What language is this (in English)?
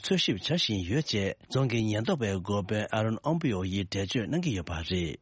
Tibetan